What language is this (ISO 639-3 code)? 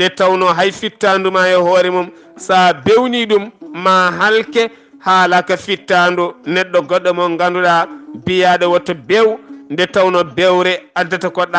ful